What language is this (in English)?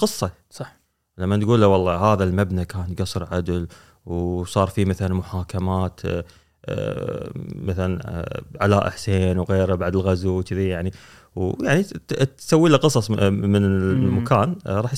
Gulf Arabic